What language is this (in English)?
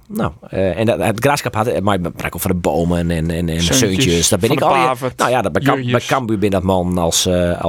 Western Frisian